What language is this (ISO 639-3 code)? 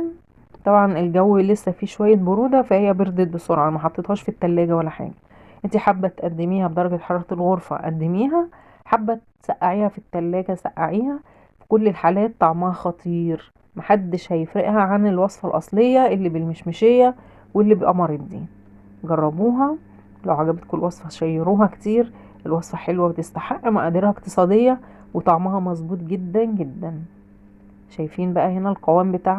arz